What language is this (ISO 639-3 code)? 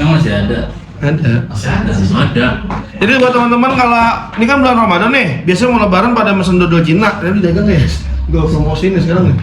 bew